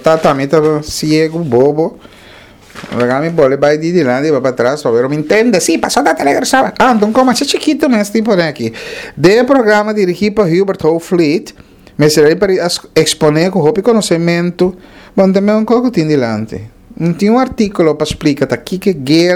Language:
Papiamento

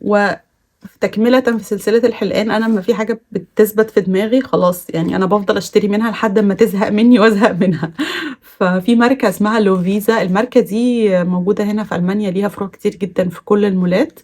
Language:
Egyptian Arabic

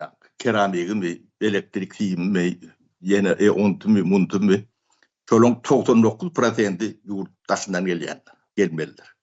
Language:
Turkmen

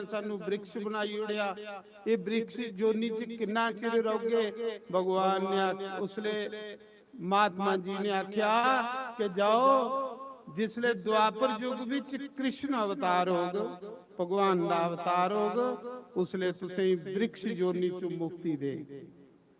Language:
Dogri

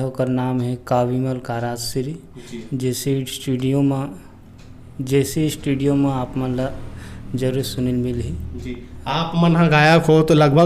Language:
Chhattisgarhi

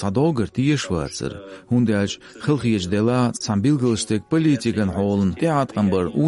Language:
Chechen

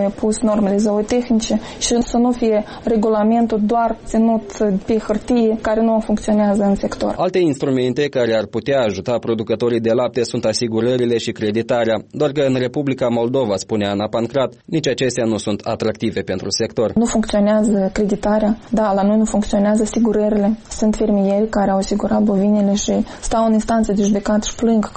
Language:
Romanian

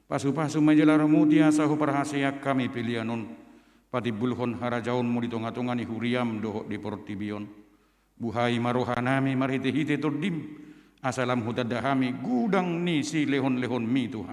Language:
Batak Toba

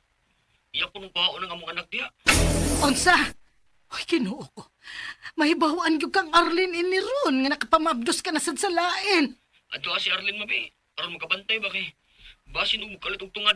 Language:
Cebuano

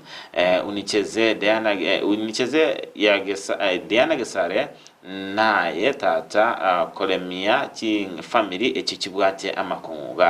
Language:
Gusii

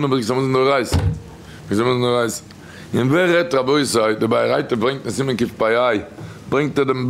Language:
Yiddish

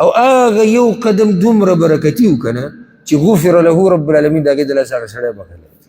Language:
Pashto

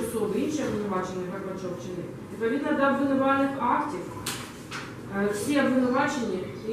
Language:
Ukrainian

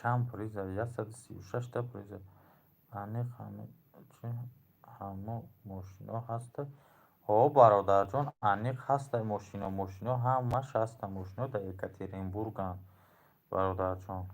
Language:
Tajik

